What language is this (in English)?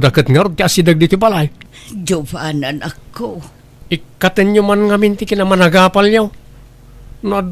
Iloko